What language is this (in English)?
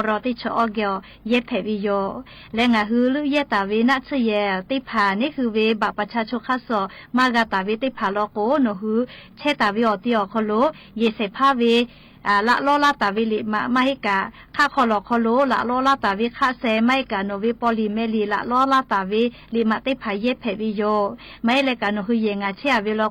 Lahu